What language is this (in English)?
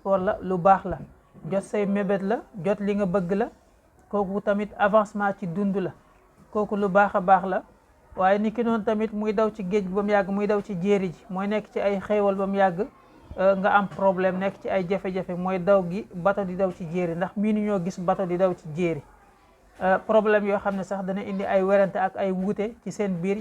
Wolof